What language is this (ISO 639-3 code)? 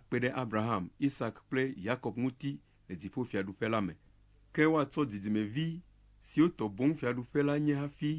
ewe